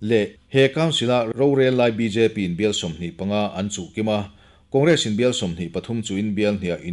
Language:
Mizo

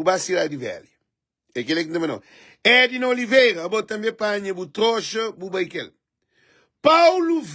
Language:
Kabuverdianu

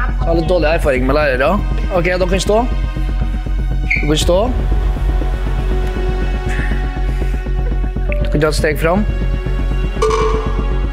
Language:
Norwegian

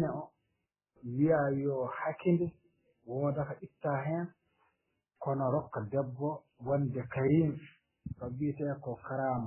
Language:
Fula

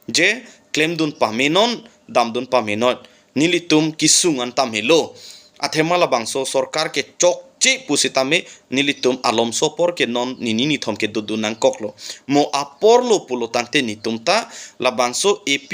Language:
Karbi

